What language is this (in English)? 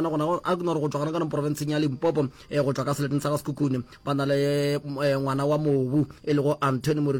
Northern Sotho